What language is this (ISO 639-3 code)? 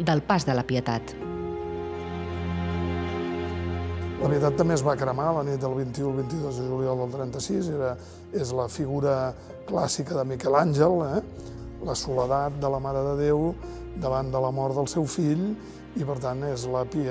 cat